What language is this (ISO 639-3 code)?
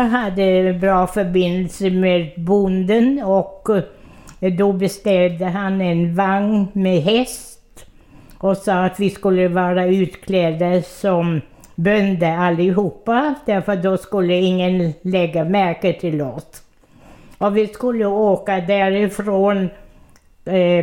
swe